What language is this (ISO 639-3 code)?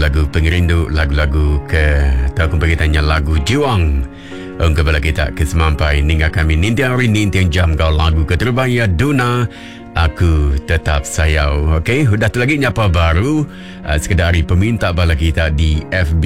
iba